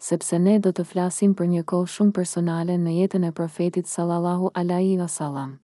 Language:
Albanian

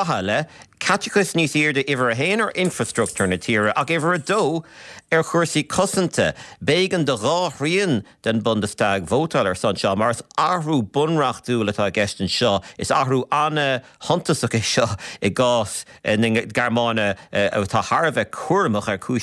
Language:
Irish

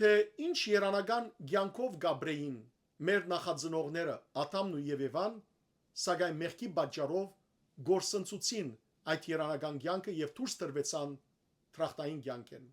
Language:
Western Armenian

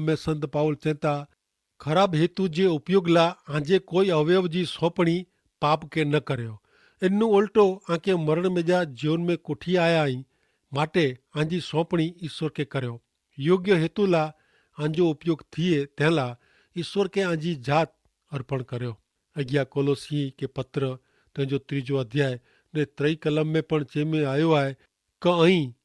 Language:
Kachhi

